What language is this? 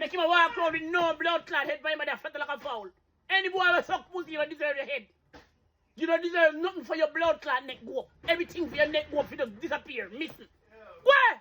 Jamaican Creole English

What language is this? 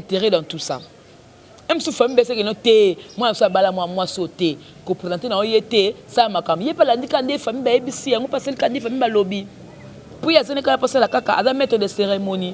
Lingala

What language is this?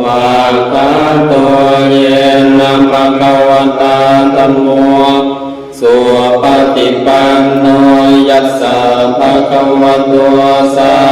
Pali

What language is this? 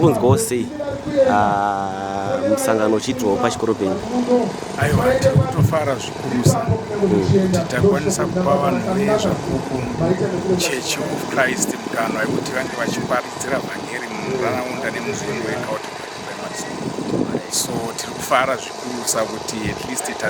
Shona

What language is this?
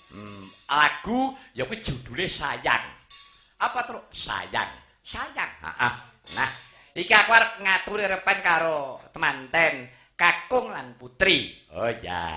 Javanese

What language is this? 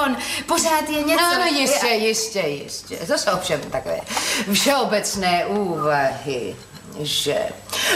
Czech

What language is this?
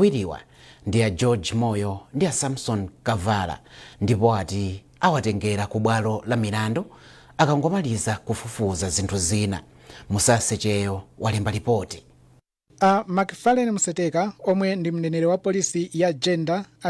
Nyanja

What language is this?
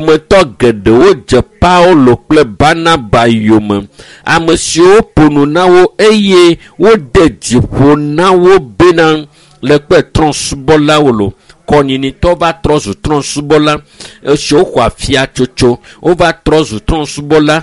Ewe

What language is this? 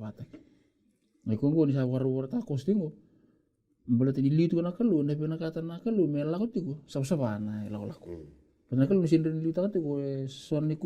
Fijian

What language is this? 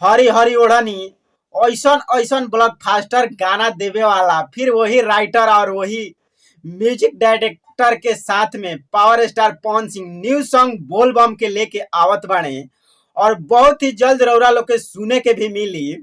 Bhojpuri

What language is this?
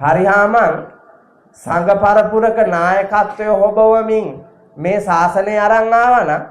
Sinhala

